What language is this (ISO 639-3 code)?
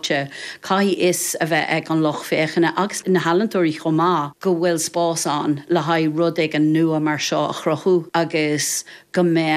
gle